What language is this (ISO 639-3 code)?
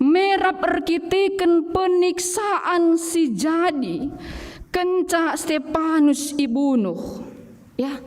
btx